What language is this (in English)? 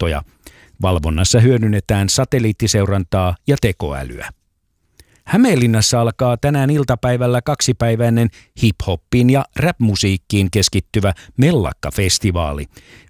Finnish